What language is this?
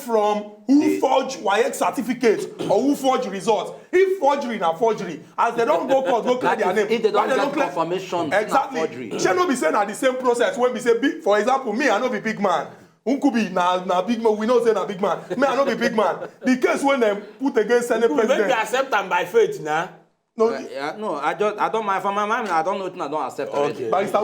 Nigerian Pidgin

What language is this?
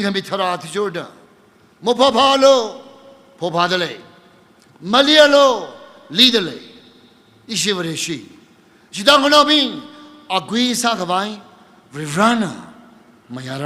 Tangkhul Naga (India)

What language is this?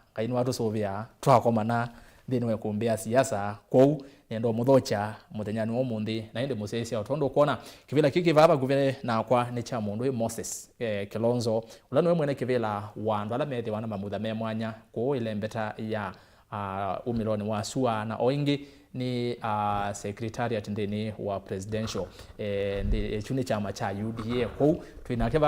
Kamba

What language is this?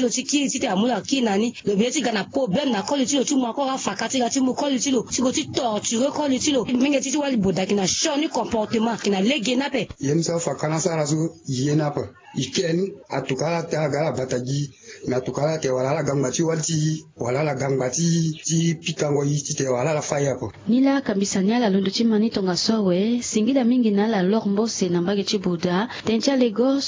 Sango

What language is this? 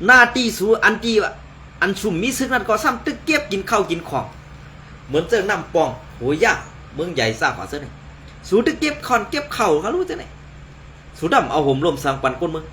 Shan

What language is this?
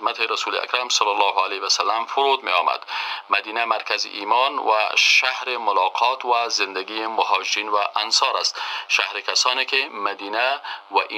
Persian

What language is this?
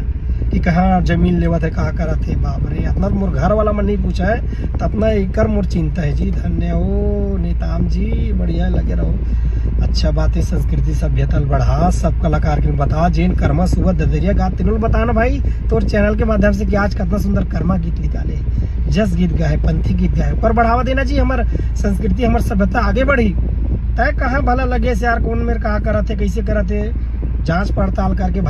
Chhattisgarhi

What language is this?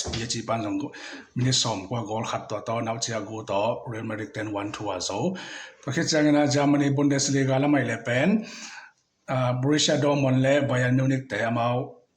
Tedim Chin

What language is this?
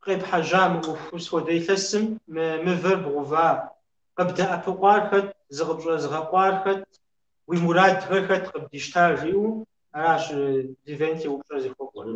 Kabardian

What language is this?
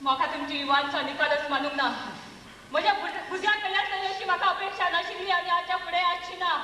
Konkani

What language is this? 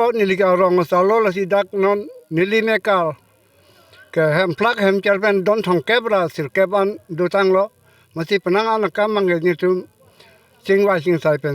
Karbi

